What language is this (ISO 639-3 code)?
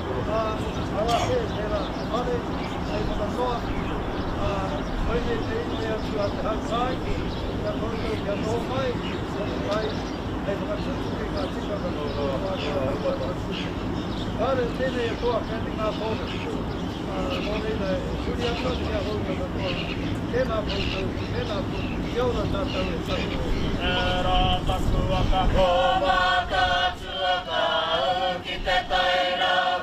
mri